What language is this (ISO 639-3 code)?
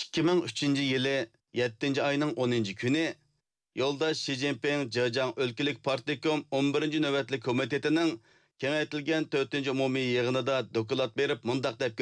uig